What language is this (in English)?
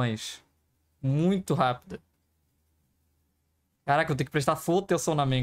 Portuguese